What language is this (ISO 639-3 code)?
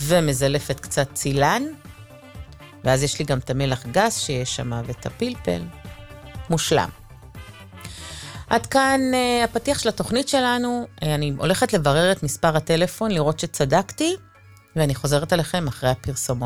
heb